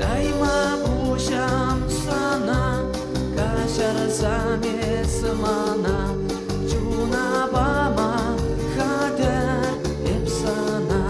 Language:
Chuvash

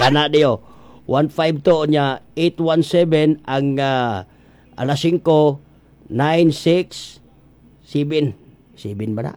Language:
Cebuano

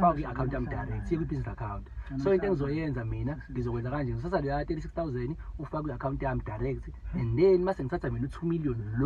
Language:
Zulu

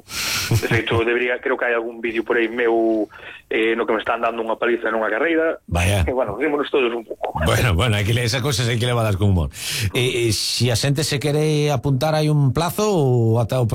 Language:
Galician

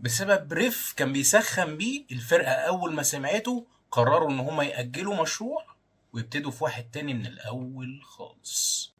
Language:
Egyptian Arabic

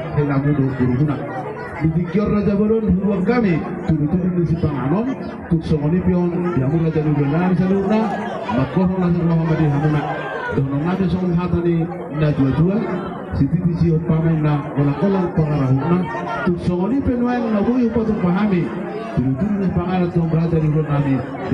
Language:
Batak Toba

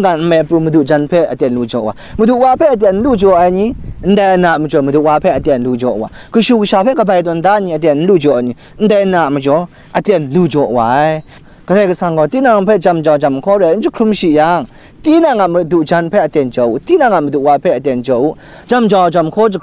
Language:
Kachin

